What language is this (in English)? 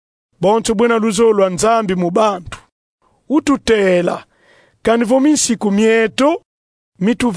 Kongo